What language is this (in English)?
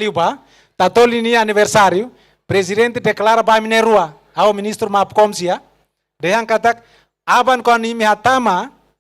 Tetum